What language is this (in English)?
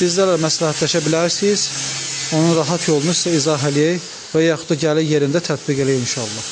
Azerbaijani